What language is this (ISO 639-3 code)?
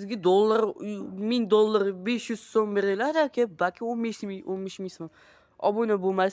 uzb